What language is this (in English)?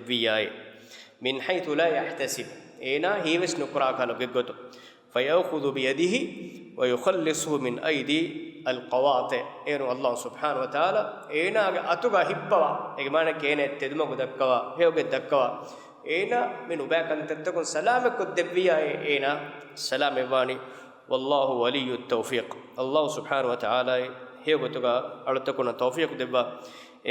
Divehi